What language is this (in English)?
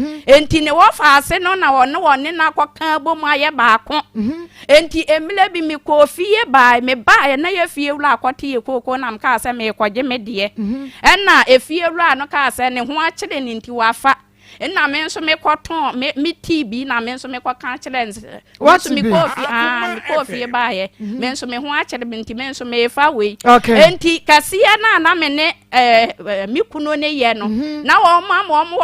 Akan